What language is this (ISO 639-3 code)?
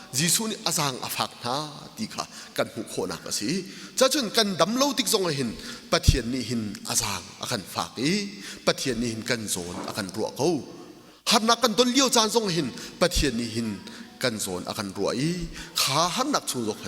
cnh